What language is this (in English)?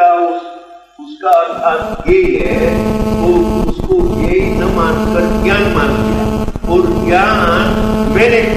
Gujarati